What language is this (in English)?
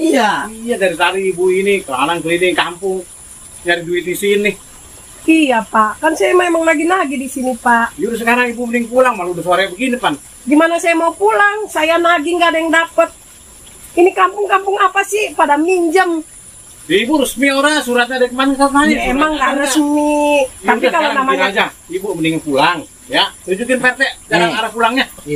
Betawi